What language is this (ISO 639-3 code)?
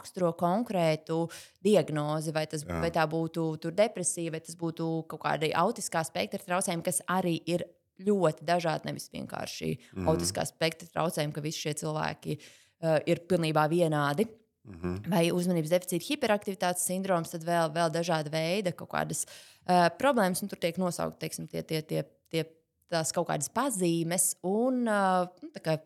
lav